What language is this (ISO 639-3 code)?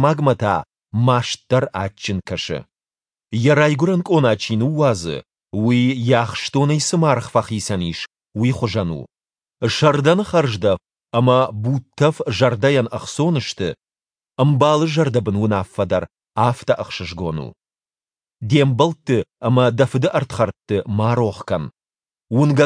oss